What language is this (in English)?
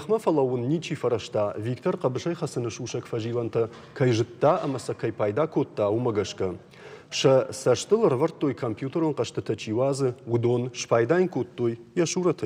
Ossetic